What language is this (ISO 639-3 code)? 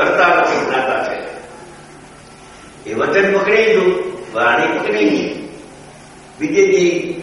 guj